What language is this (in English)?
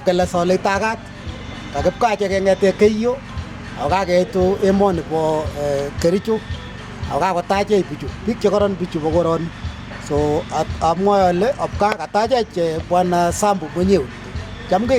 Kalenjin